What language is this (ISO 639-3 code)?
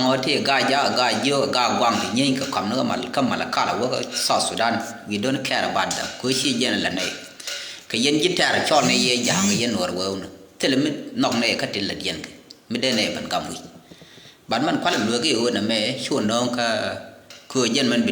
nus